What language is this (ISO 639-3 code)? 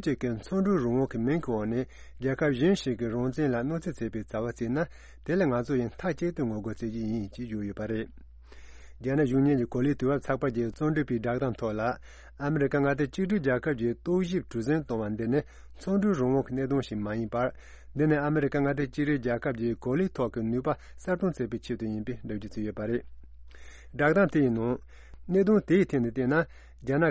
bod